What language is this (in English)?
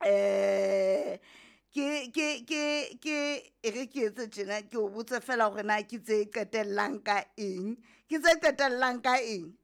Southern Sotho